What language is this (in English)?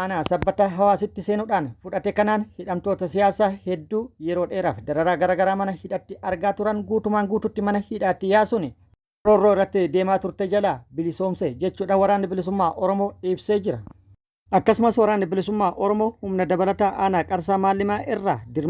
Oromo